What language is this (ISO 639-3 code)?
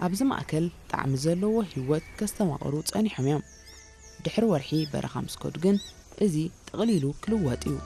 tir